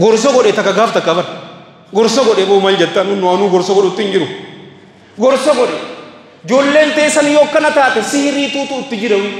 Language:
Oromo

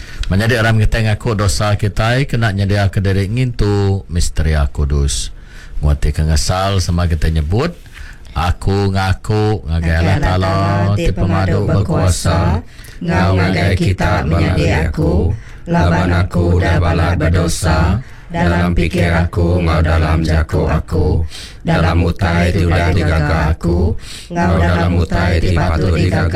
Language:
Iban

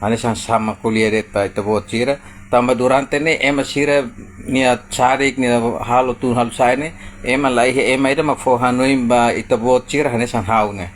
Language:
Tetum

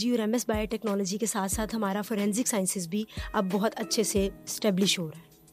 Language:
Urdu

